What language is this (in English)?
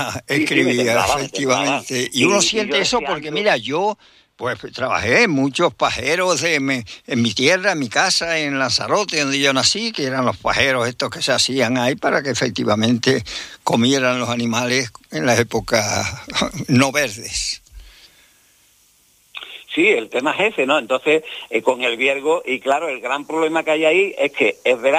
Spanish